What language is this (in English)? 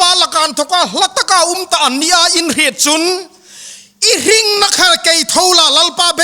Hmar